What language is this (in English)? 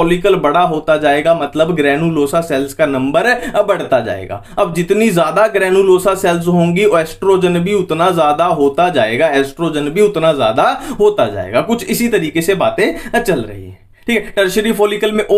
Hindi